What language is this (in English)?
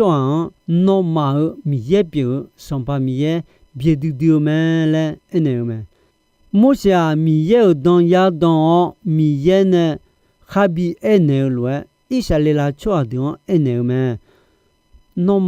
Akha